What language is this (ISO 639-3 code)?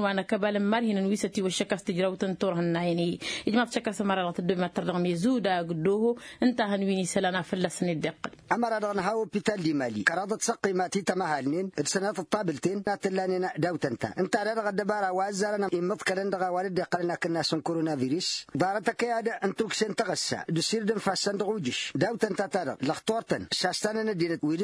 taq